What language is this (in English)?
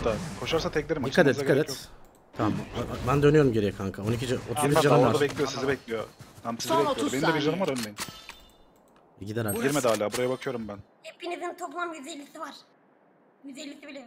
Turkish